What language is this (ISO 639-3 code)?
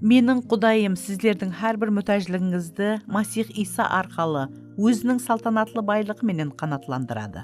kaa